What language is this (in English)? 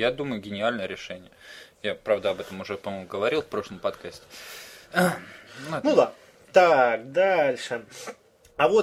Russian